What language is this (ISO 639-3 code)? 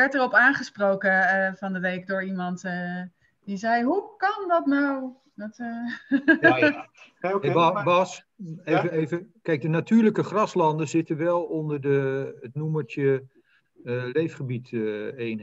nld